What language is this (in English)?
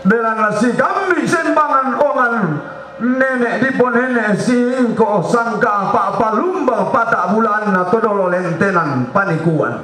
Toraja-Sa'dan